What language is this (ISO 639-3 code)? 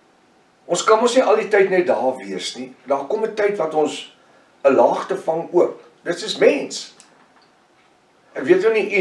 afr